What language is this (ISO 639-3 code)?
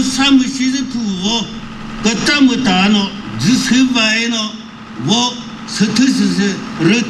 nri